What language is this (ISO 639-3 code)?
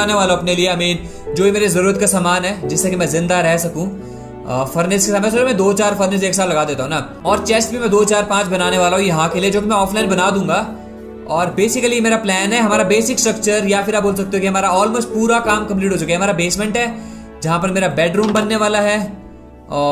hin